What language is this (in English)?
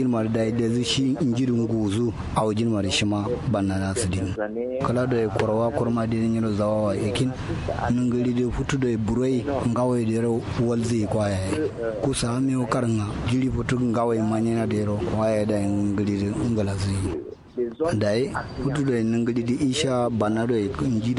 Kanuri